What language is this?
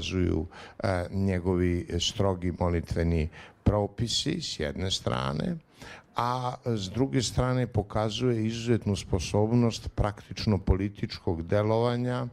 Serbian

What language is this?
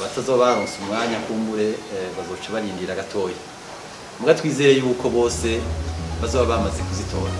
Rundi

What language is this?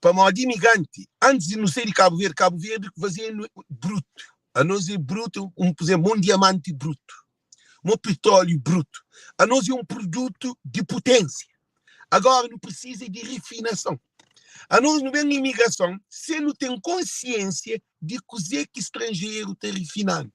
Kabuverdianu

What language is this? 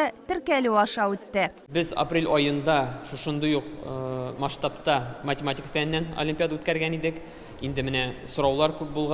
Tatar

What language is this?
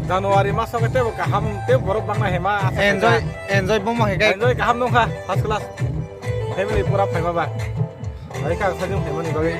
Kok Borok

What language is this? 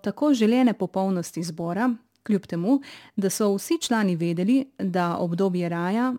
Slovenian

